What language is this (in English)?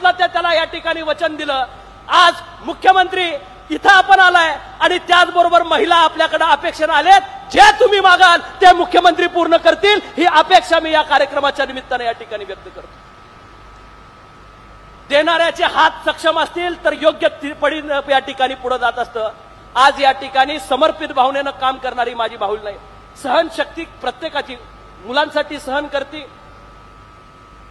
Marathi